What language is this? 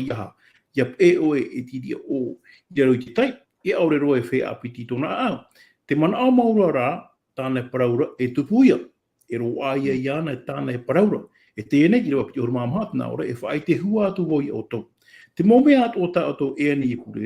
Tahitian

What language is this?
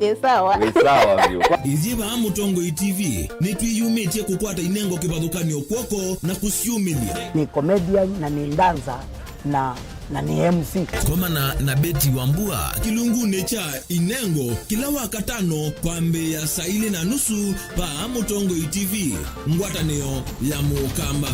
Kamba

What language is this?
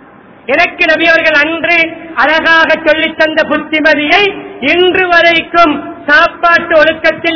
Tamil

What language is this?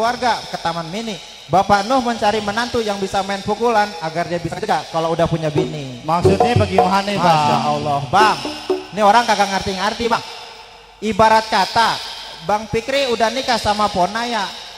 Betawi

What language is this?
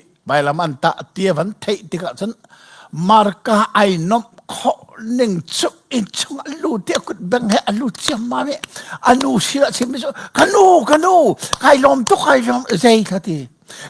Hakha Chin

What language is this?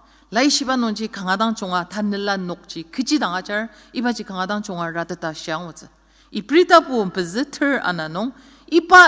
Ao Naga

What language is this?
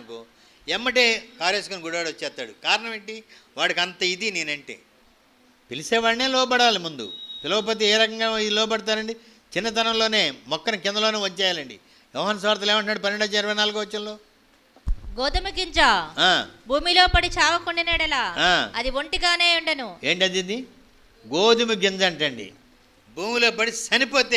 Telugu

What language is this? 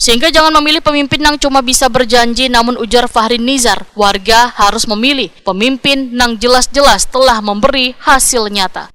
Banjar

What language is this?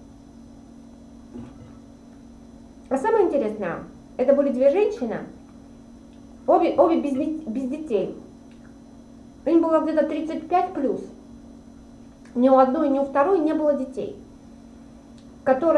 Russian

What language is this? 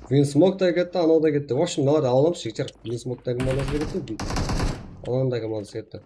Kara-Kalpak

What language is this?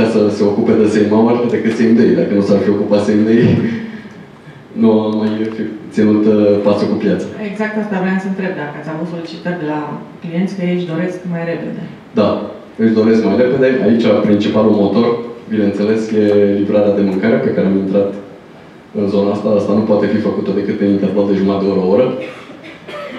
Romanian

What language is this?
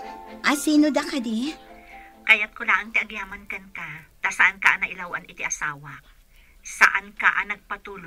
Iloko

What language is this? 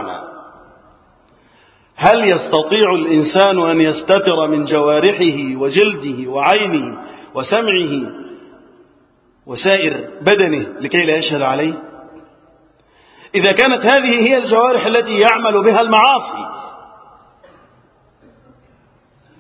Arabic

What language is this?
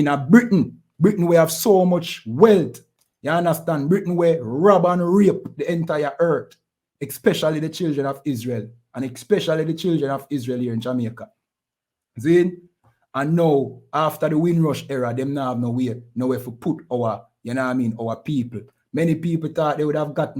Jamaican Creole English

